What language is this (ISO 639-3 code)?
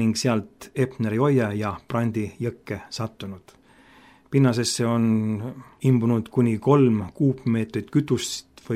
est